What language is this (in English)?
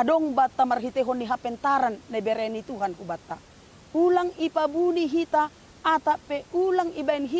Batak Simalungun